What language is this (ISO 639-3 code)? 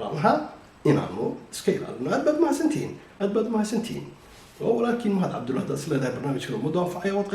som